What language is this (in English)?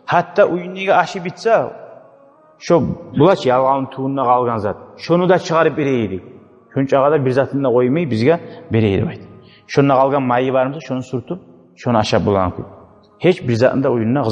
Kumyk